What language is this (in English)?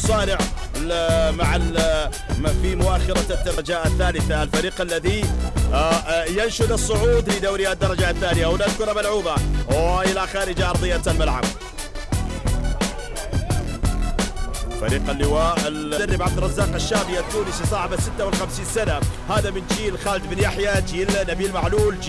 Arabic